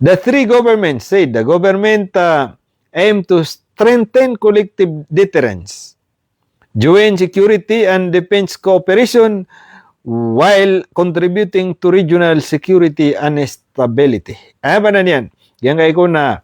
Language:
Maranao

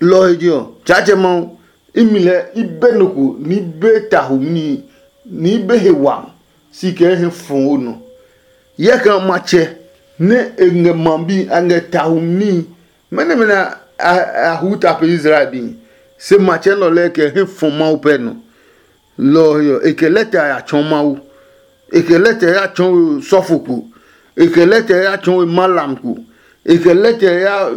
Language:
Adangme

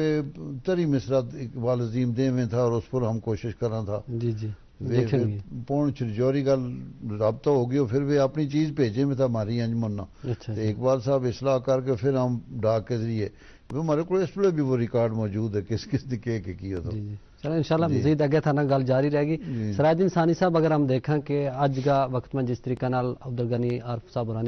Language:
Gujari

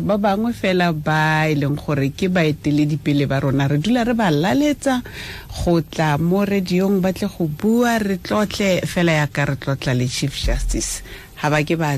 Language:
Tswana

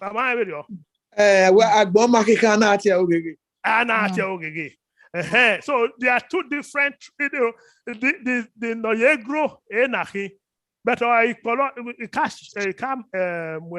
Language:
Bini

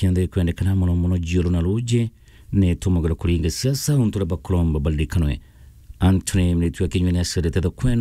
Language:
Meru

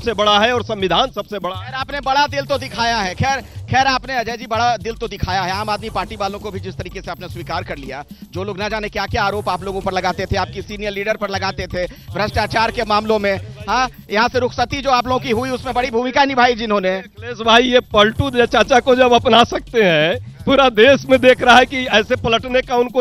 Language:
Hindi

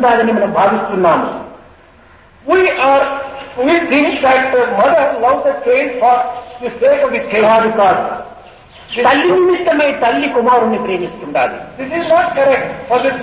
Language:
Telugu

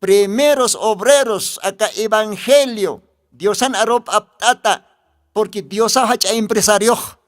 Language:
Aymara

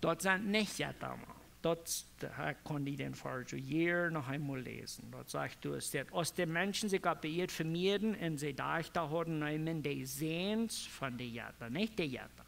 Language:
Plautdietsch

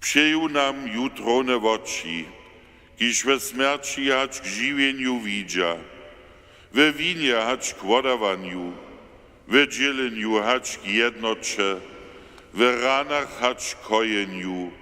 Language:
Upper Sorbian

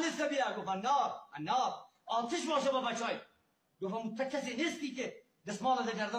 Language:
Persian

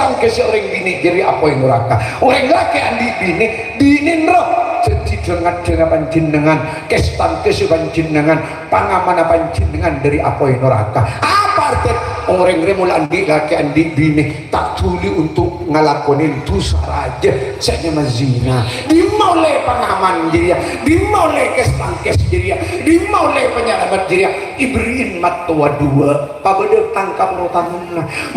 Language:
Madurese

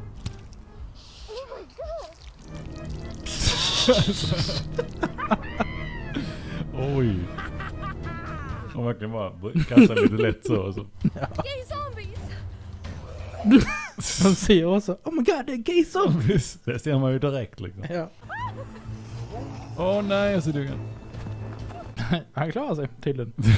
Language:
Swedish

